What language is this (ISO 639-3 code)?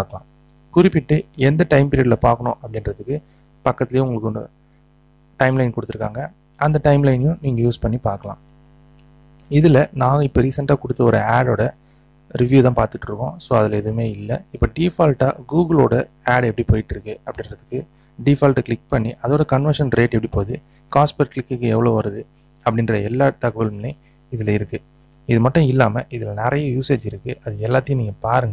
tam